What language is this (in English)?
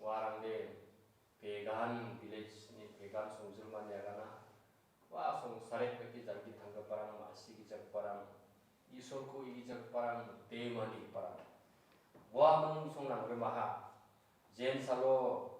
Garo